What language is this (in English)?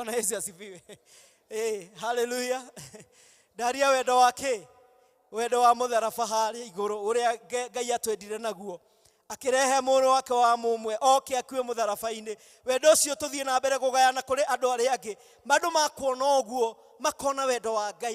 Kikuyu